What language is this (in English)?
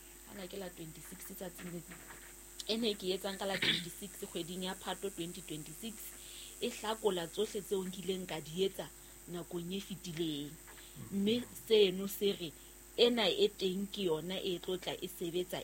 Southern Sotho